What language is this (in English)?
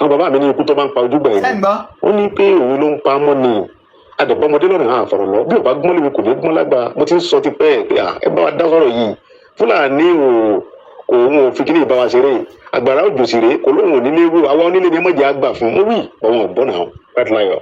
Yoruba